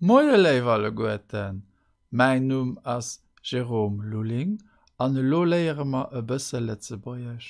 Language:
Luxembourgish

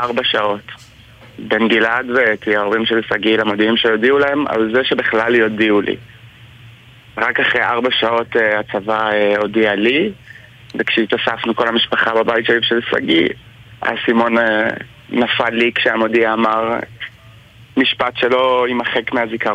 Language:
Hebrew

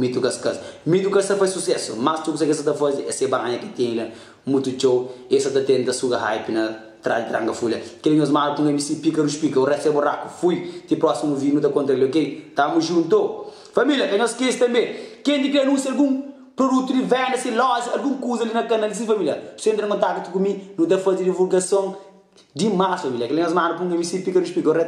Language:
Kabuverdianu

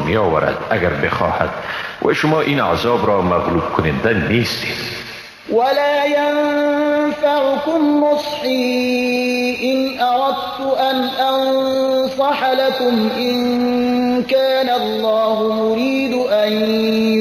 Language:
Persian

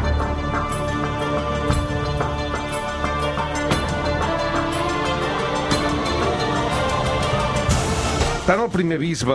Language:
Catalan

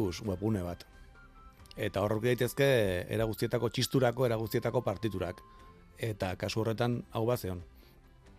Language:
Basque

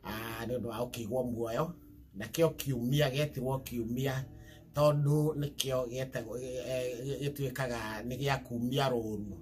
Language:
Kikuyu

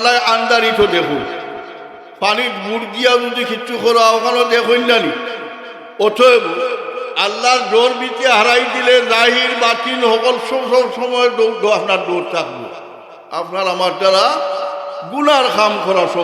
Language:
Sylheti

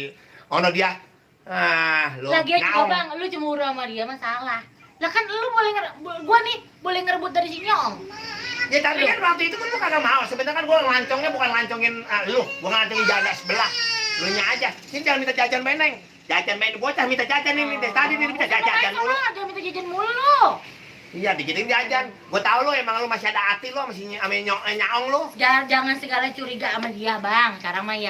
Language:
Betawi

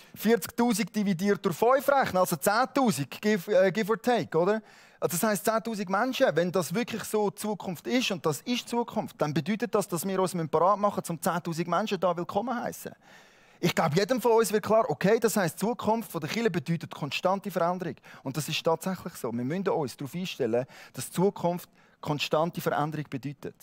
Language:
Swiss German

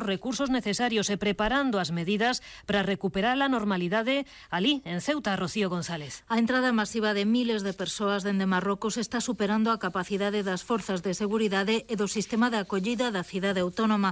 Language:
Galician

